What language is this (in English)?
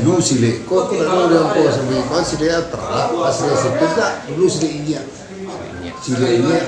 Minangkabau